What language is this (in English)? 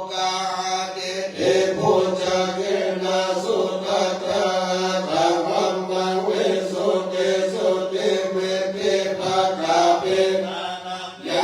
Pali